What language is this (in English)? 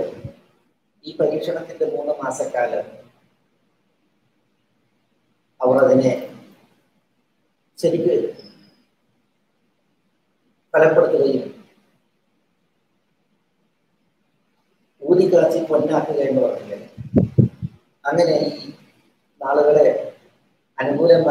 Malayalam